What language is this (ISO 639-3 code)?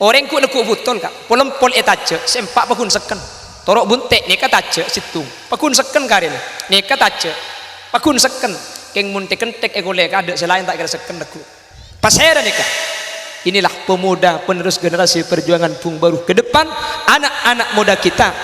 mad